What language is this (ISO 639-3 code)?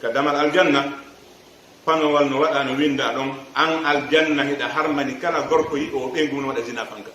ful